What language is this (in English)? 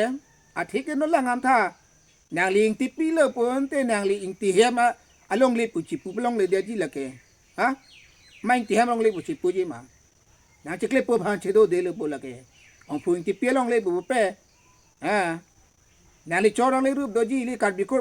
Karbi